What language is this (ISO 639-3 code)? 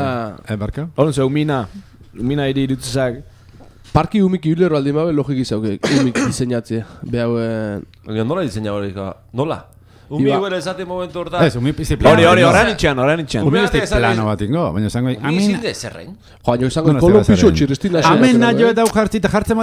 eus